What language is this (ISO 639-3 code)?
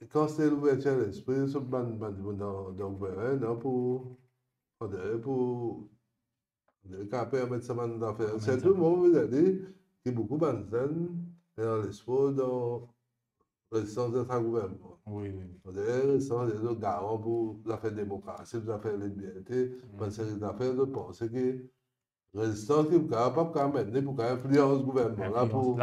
mfe